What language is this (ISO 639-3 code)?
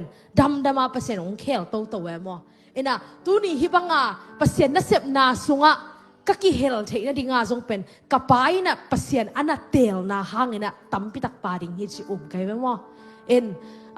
ctd